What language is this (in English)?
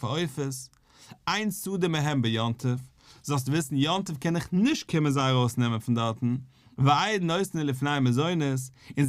Yiddish